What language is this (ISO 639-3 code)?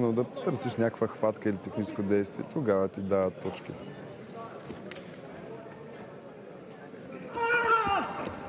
bul